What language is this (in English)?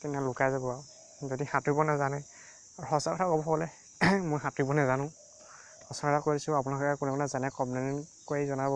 Assamese